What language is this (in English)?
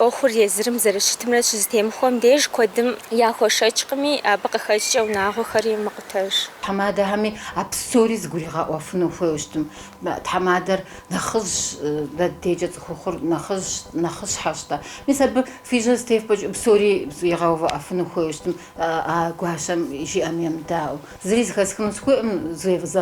Kabardian